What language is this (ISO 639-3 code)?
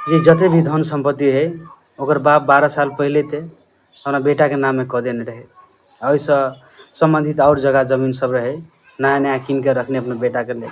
mai